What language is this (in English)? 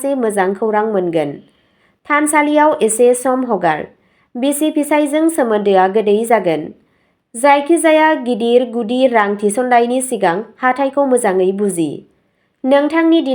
Bodo